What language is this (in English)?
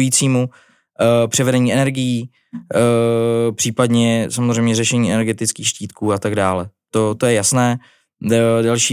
Czech